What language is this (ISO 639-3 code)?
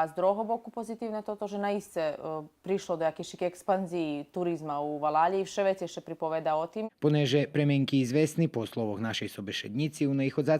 rue